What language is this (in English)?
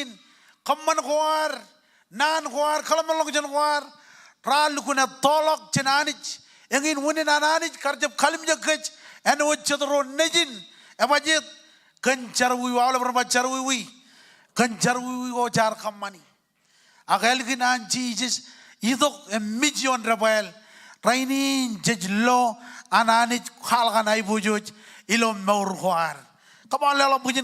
Marshallese